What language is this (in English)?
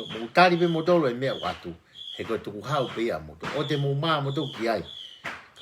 Tongan